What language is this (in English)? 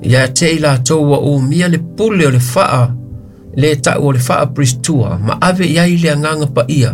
Samoan